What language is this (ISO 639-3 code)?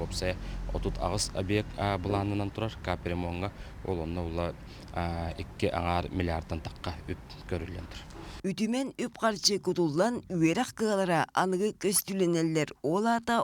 sah